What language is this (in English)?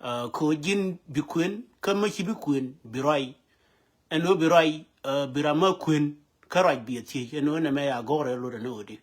Nuer